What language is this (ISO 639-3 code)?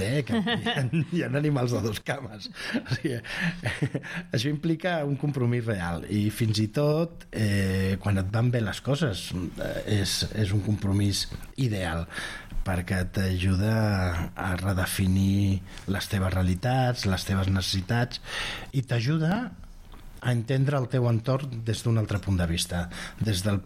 cat